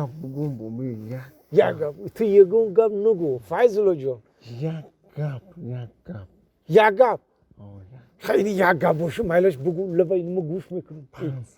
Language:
Tajik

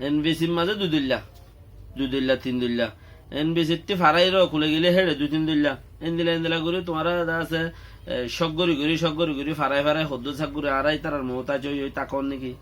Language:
Rohingya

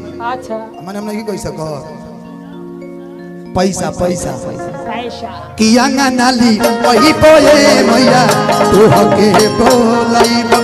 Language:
Bhojpuri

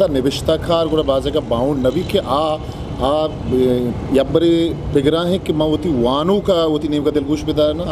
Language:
Eastern Balochi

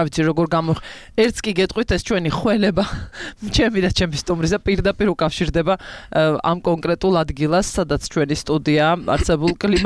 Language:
Georgian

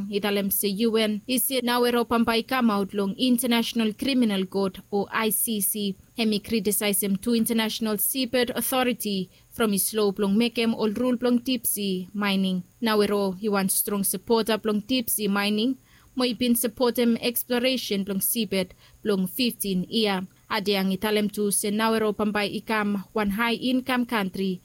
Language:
Bislama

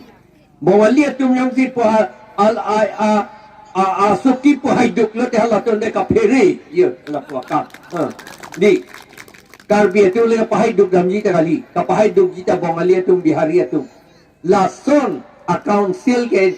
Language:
Karbi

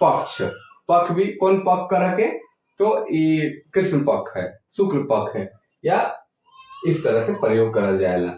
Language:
Sadri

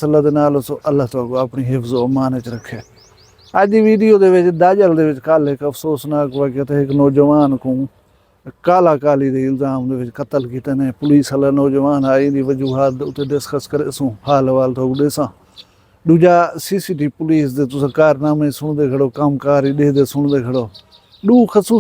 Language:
Saraiki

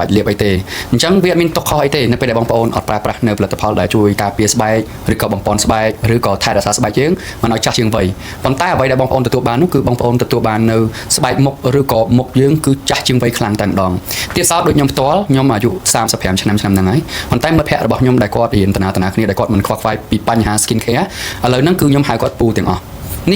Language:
Khmer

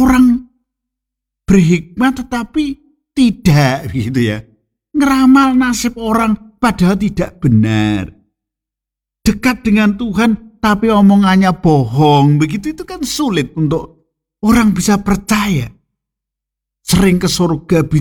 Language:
Indonesian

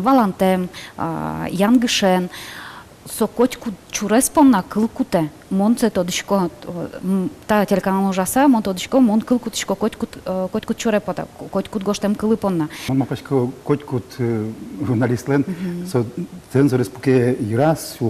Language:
Udmurt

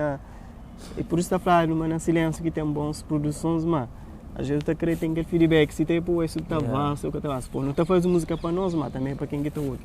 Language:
Kabuverdianu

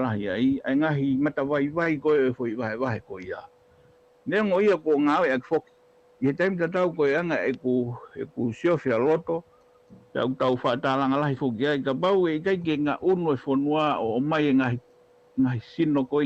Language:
Tongan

